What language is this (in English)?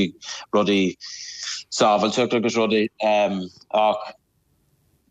Irish